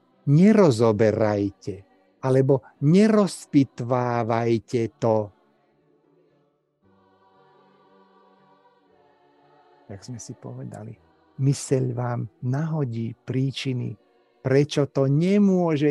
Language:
Slovak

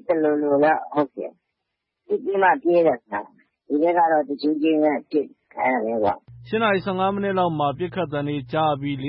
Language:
Burmese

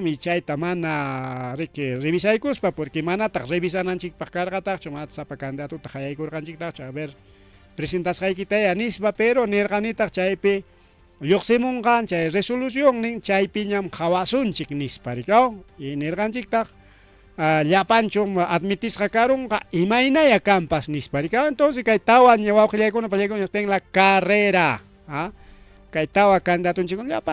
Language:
Ayacucho Quechua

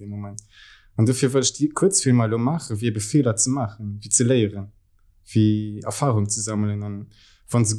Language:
Luxembourgish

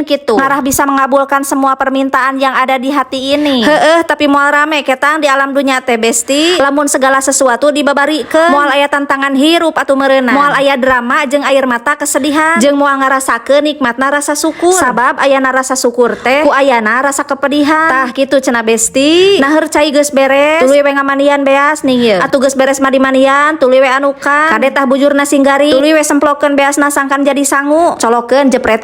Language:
Sundanese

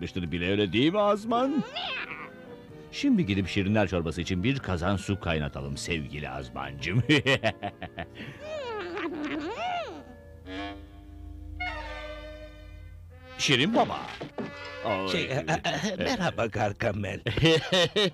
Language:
Turkish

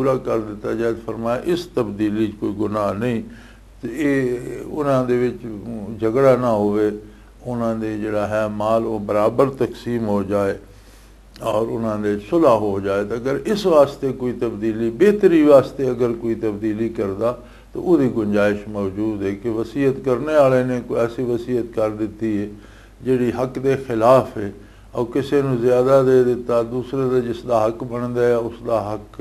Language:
Western Panjabi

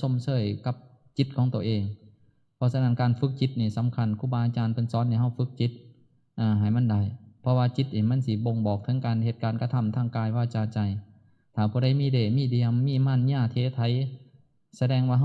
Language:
Northeastern Thai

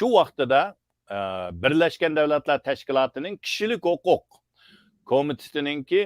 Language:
Uyghur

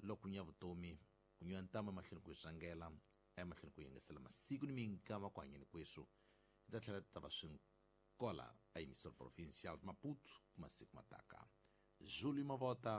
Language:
Tsonga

